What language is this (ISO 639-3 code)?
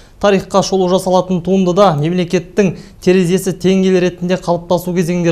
kaz